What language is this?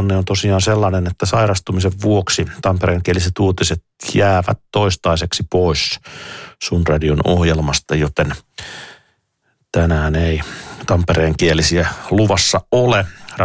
Finnish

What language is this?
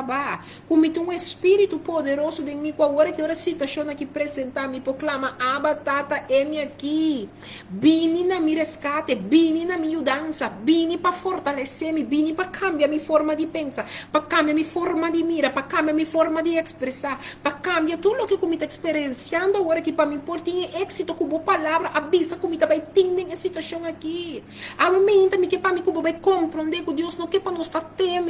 Papiamento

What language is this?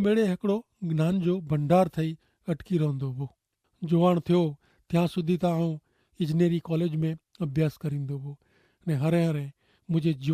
Kachhi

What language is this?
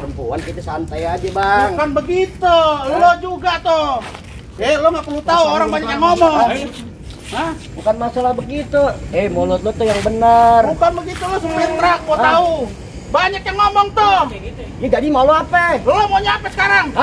Betawi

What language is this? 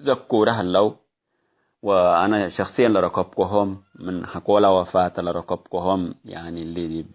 Tigre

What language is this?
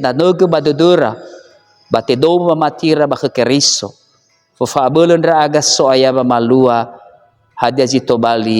Nias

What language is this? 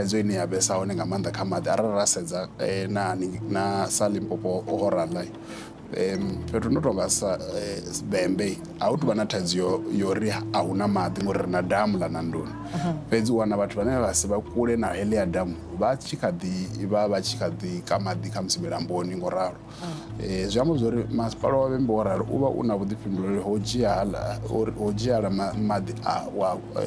Venda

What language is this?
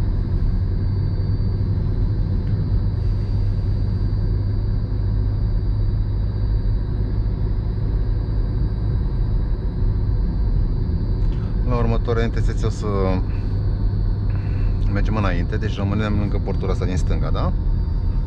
Romanian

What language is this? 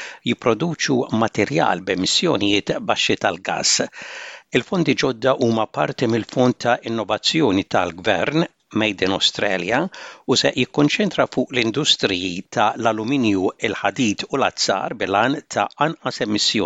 Maltese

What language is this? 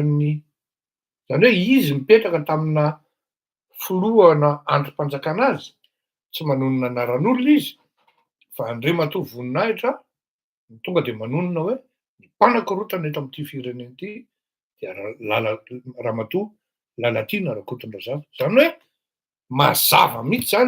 Malagasy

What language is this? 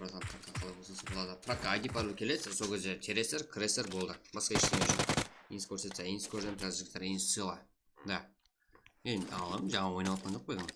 Kara-Kalpak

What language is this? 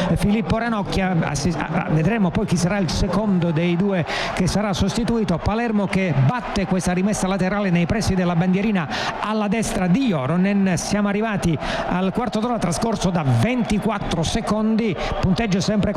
Italian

